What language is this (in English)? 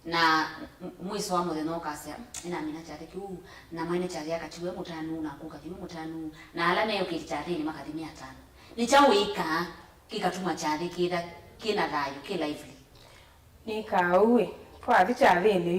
Kamba